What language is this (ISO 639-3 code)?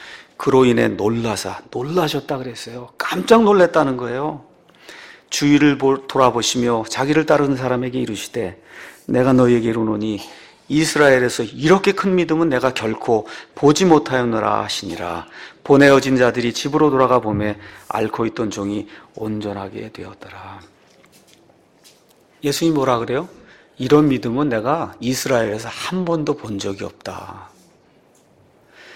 kor